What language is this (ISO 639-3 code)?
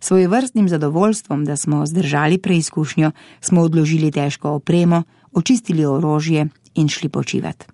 slv